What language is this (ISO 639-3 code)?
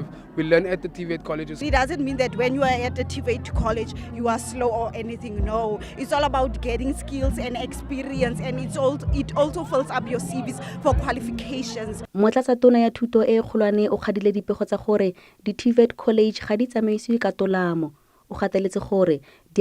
nso